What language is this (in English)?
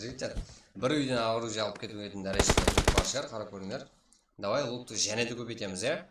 Kara-Kalpak